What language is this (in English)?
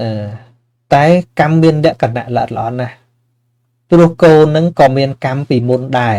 Khmer